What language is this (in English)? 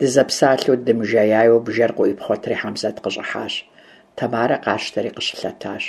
Kabardian